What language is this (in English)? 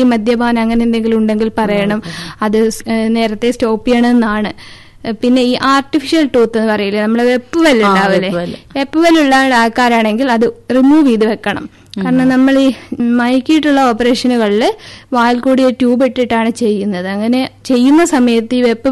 Malayalam